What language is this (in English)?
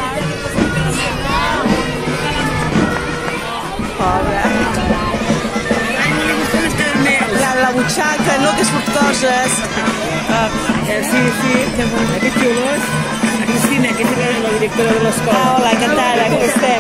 Catalan